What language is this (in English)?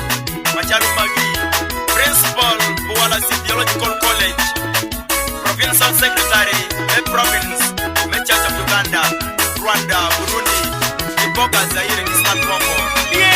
Acoli